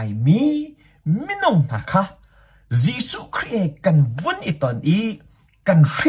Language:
Hakha Chin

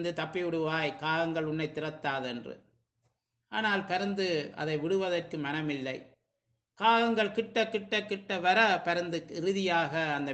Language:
Tamil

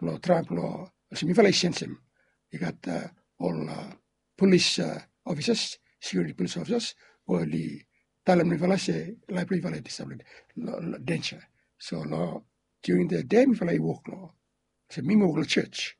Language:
Bislama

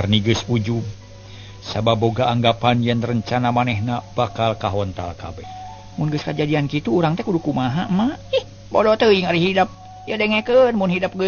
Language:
Sundanese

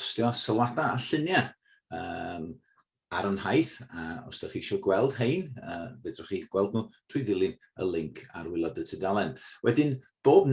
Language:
Welsh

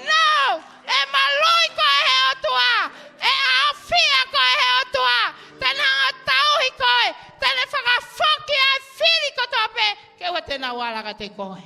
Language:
Tongan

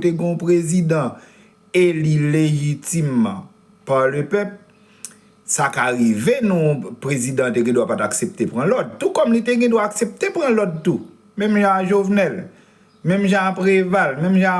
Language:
Haitian Creole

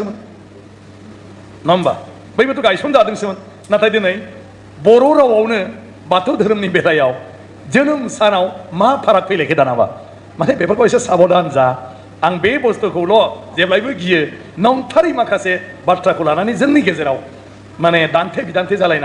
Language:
Bodo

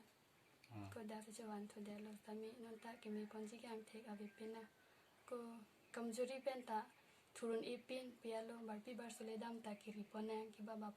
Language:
Karbi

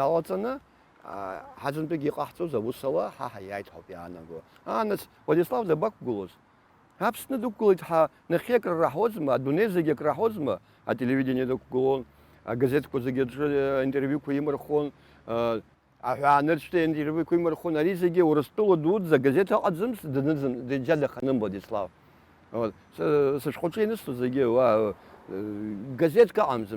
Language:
Abkhazian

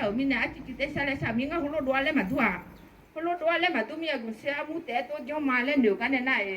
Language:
Akha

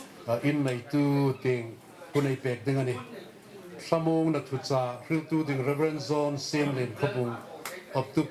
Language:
Hmar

